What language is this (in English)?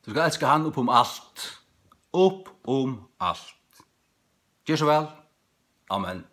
Faroese